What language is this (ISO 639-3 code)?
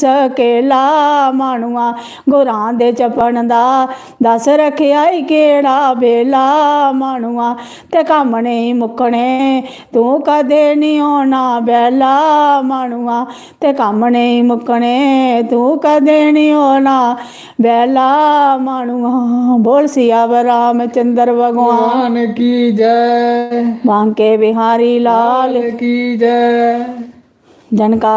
doi